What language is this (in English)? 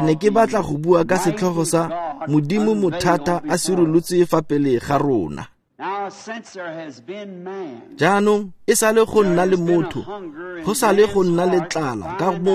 Tswana